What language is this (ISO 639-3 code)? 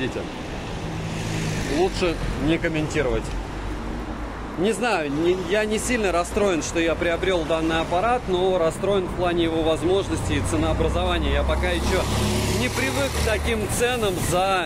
rus